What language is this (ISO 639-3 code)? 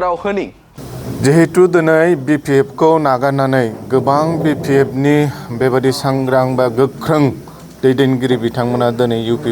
brx